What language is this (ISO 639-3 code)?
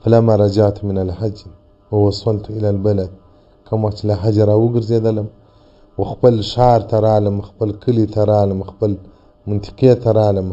pus